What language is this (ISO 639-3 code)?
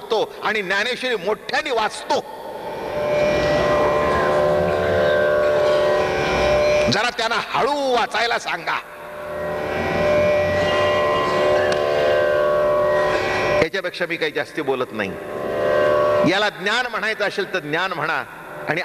mar